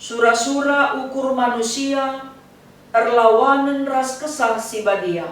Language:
Batak Karo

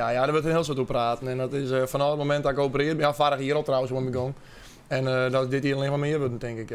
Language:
Western Frisian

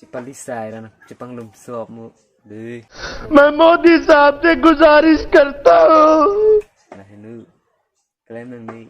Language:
Karbi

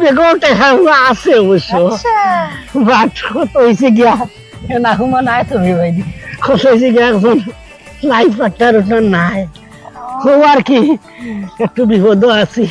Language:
Sylheti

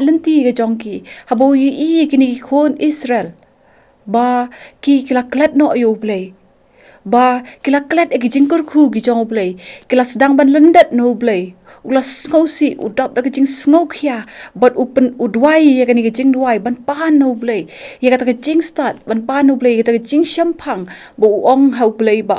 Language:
Khasi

